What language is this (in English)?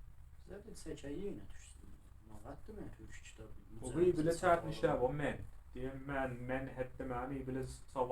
South Azerbaijani